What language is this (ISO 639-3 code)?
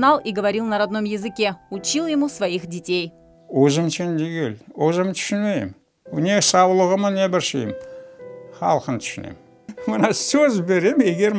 crh